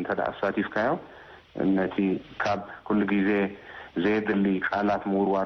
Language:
Tigrinya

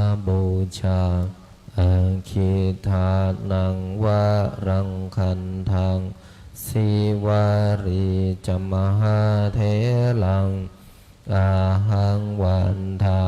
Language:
Pali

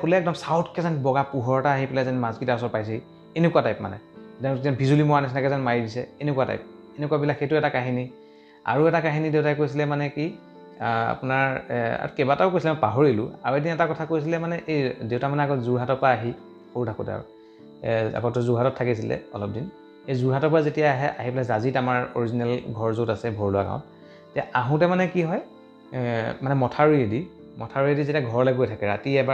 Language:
Assamese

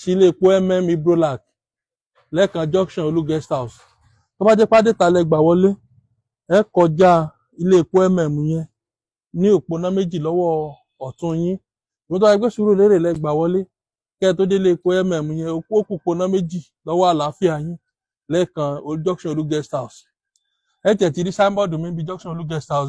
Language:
Yoruba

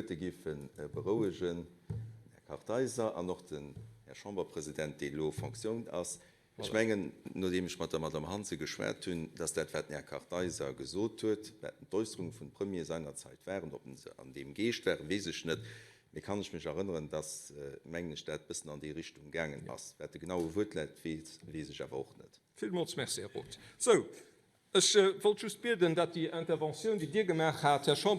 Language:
Luxembourgish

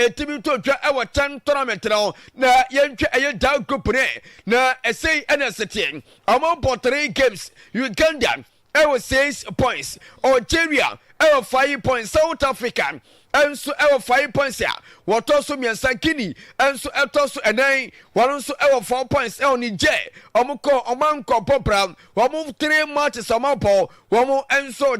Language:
Akan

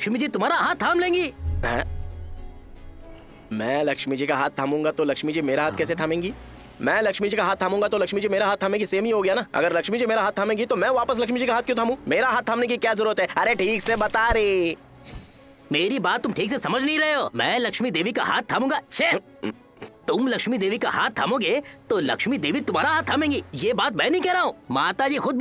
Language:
Hindi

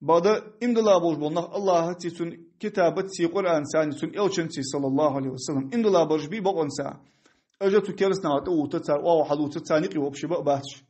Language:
Ingush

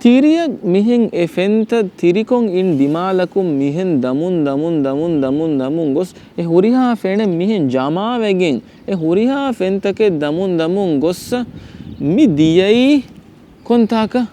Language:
Divehi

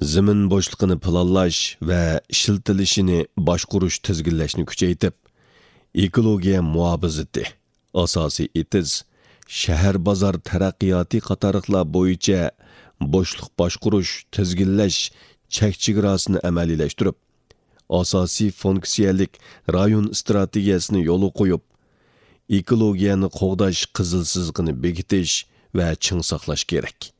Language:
Uyghur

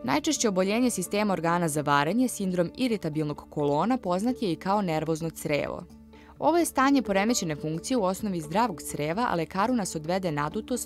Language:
Serbian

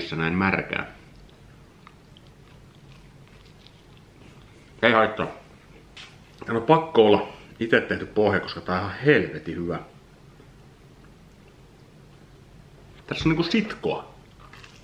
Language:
Finnish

